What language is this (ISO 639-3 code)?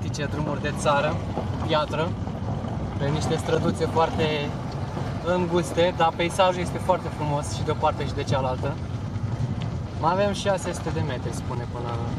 ron